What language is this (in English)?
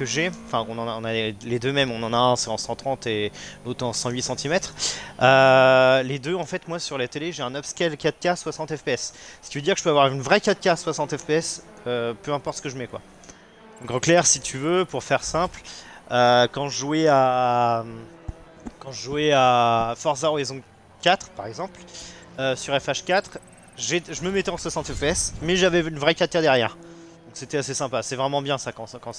French